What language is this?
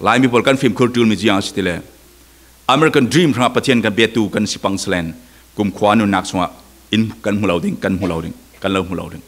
Falam Chin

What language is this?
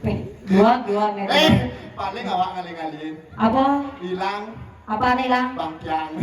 Balinese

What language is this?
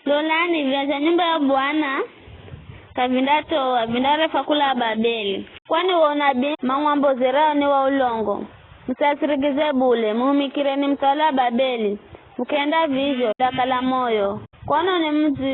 Giryama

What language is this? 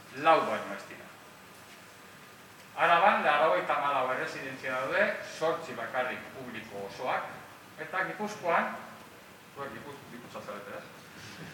Basque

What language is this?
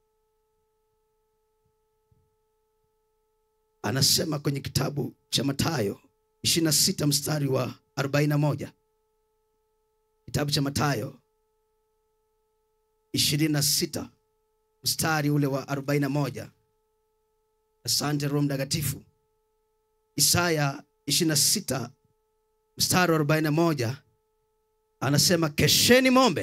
Swahili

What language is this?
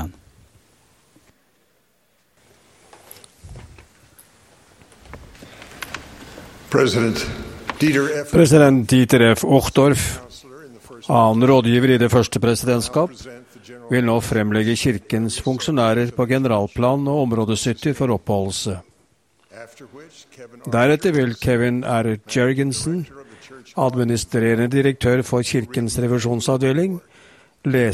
Norwegian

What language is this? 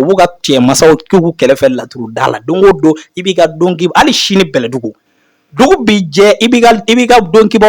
Bambara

